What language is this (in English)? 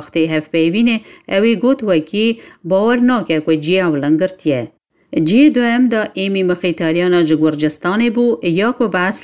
Kurdish